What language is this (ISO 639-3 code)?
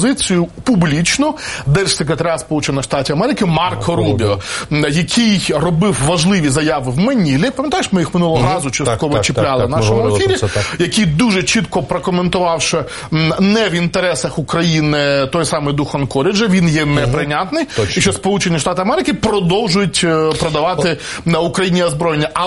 ukr